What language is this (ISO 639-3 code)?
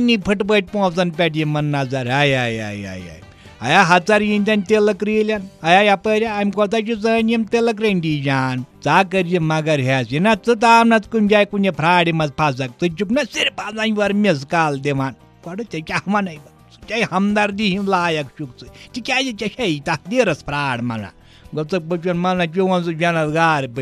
kas